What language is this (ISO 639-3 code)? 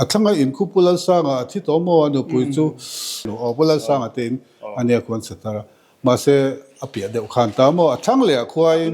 lus